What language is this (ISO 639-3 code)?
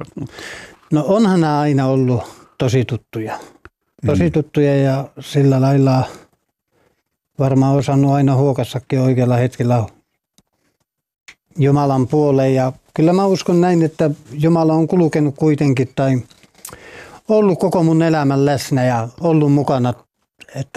fin